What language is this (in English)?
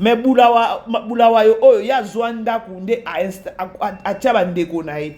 Lingala